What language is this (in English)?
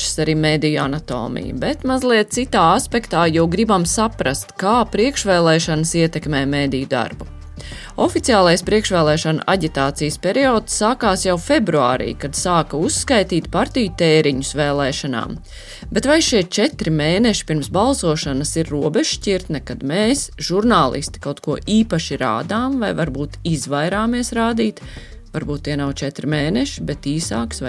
Latvian